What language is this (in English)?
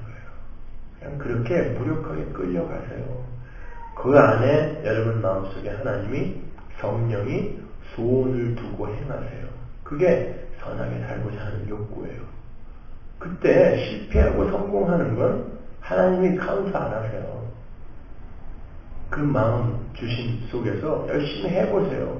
Korean